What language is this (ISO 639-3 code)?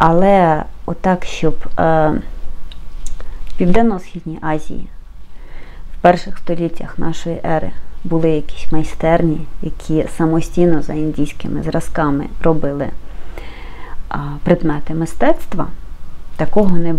ukr